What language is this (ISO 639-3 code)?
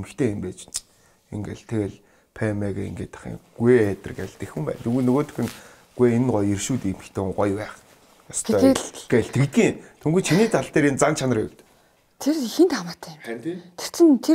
mon